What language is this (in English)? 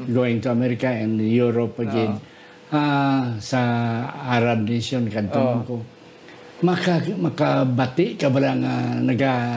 Hiligaynon